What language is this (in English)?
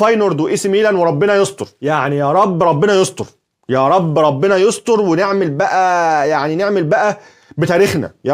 Egyptian Arabic